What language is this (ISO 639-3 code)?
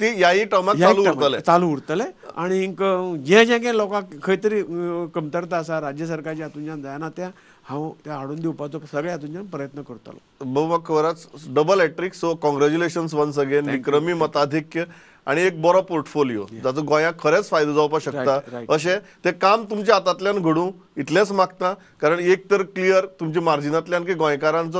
kok